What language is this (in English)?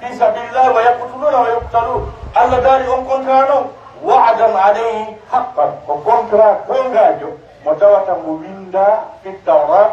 Pular